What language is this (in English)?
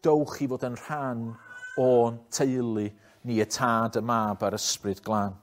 Welsh